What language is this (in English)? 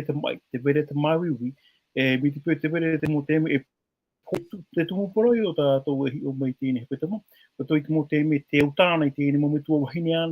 Tahitian